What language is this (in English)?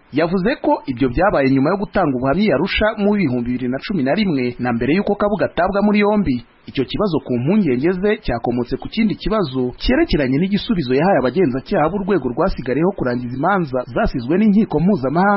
Kinyarwanda